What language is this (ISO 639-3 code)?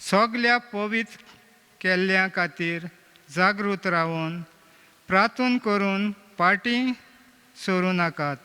kok